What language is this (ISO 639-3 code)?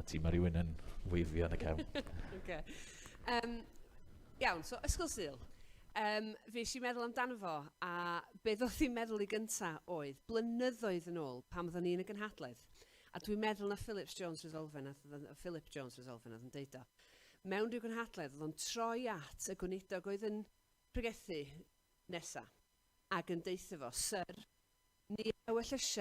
cym